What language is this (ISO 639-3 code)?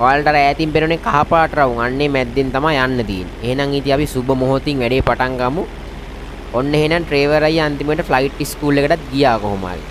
sin